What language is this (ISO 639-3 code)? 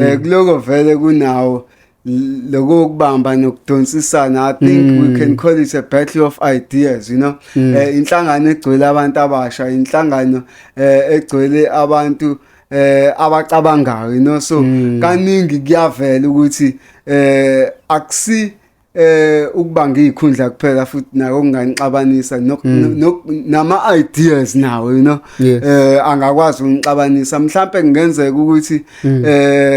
zul